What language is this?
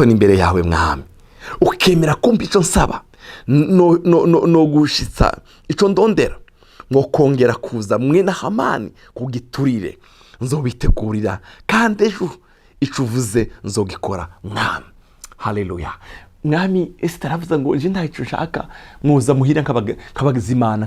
Rundi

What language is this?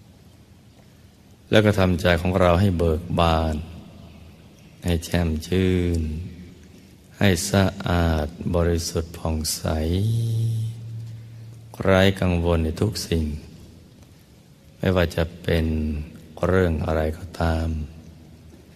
Thai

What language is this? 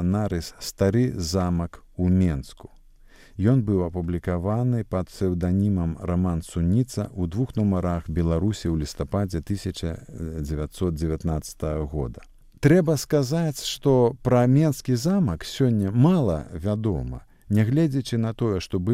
Belarusian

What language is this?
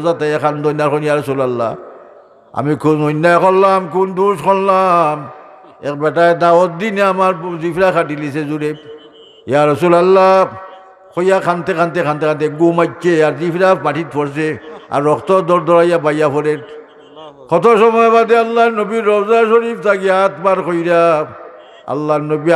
Sylheti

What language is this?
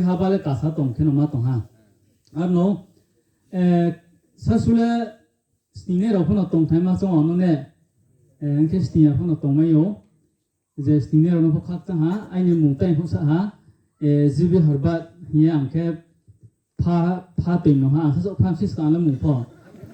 Riang (India)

